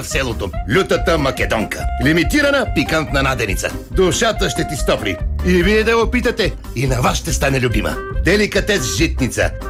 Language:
Bulgarian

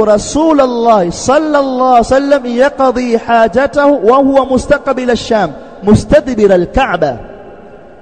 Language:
Swahili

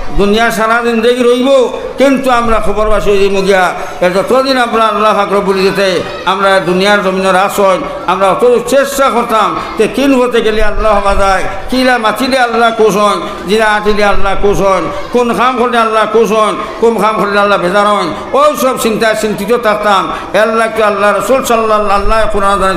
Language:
Sylheti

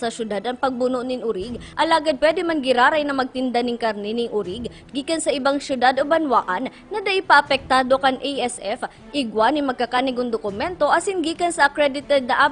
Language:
Bikol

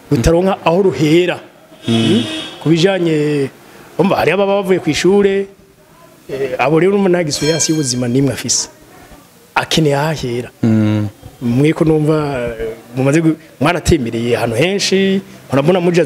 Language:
Rundi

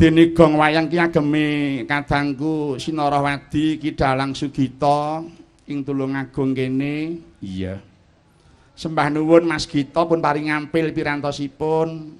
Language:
Javanese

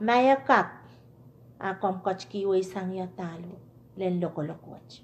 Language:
Pohnpeian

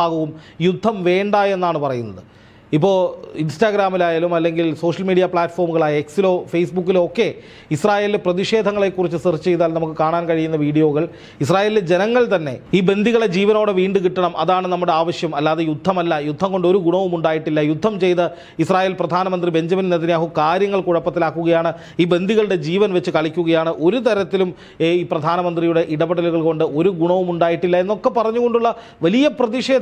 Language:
Malayalam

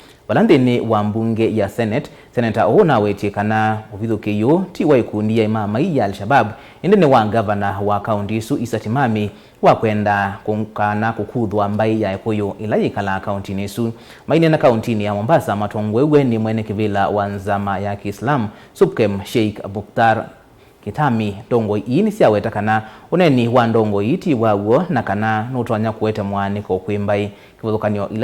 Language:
Kamba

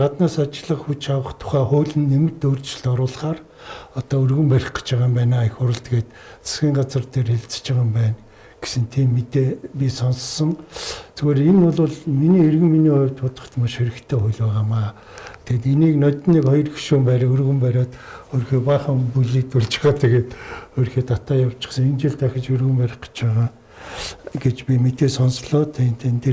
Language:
Mongolian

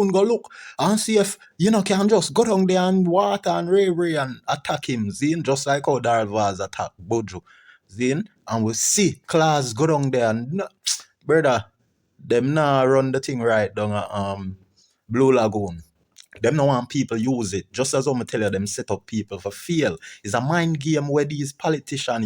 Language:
Jamaican Creole English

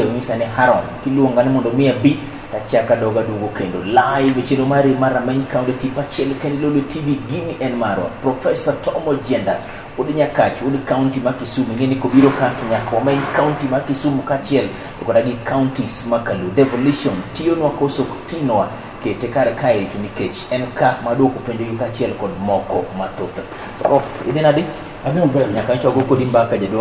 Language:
Luo (Kenya and Tanzania)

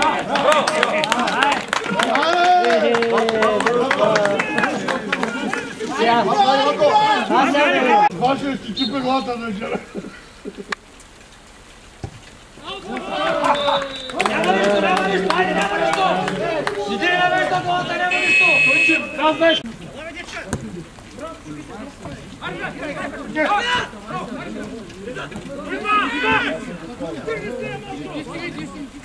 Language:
Bulgarian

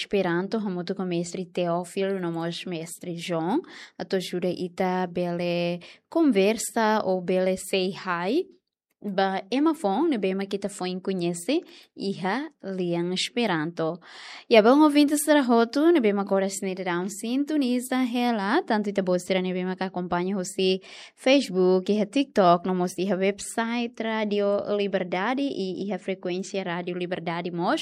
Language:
Tetum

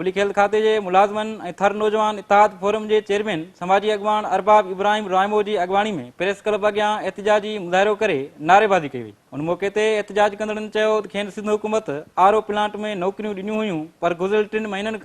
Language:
Sindhi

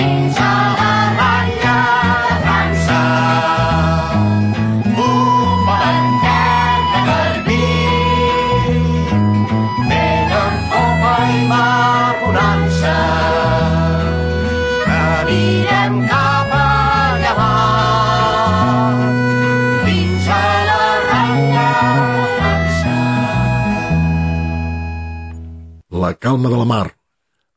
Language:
Catalan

